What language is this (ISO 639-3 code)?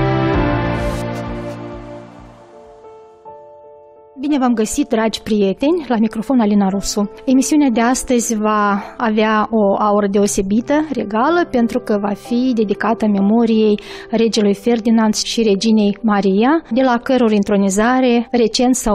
ron